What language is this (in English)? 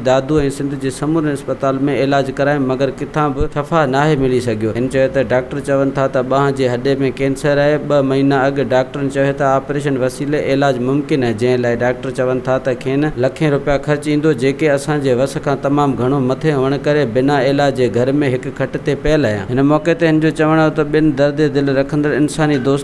Sindhi